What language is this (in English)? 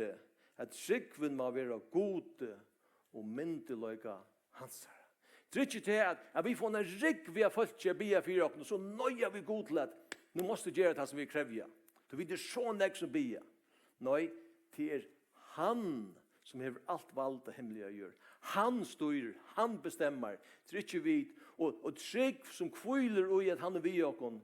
Faroese